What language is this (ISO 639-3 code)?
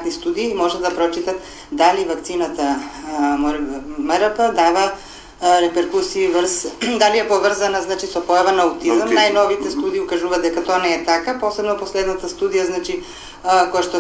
mkd